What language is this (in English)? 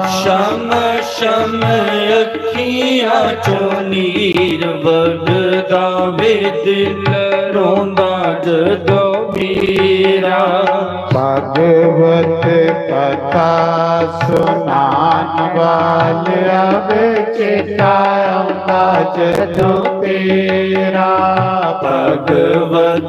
Dogri